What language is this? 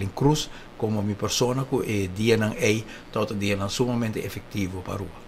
Papiamento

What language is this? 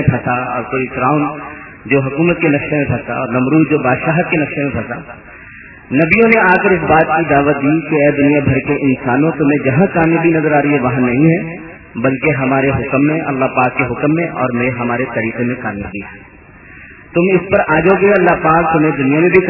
Urdu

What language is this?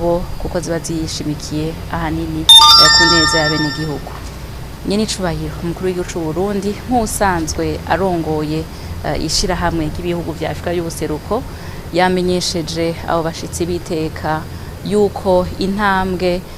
Rundi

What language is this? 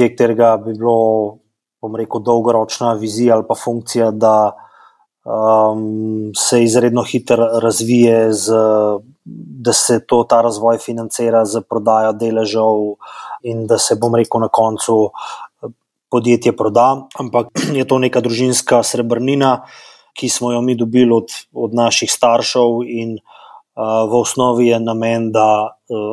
Slovenian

